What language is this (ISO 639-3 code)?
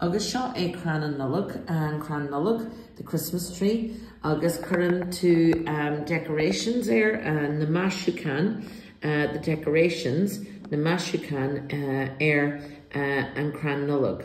gle